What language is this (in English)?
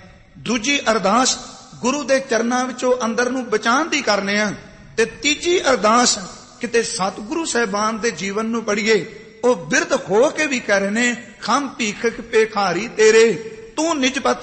Punjabi